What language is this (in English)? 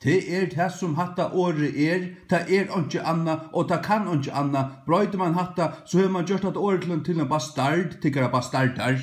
Faroese